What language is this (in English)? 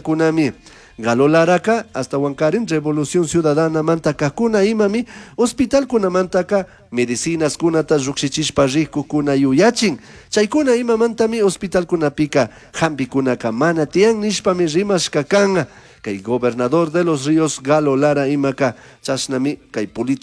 Chimborazo Highland Quichua